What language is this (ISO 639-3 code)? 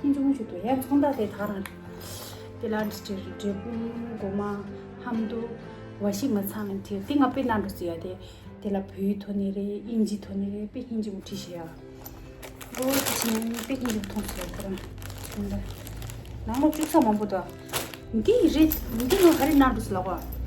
bod